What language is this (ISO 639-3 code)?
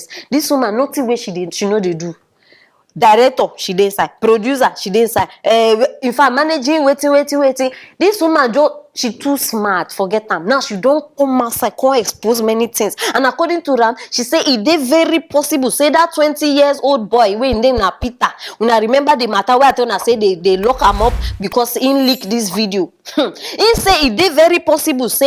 pcm